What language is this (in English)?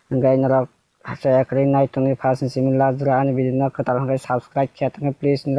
Kok Borok